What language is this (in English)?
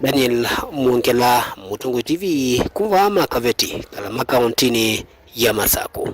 Kamba